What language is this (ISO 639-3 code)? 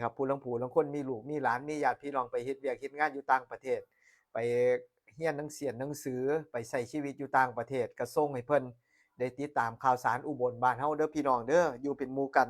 tts